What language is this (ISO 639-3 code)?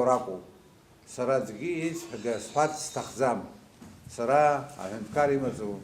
abk